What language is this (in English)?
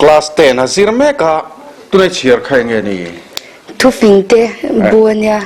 Mizo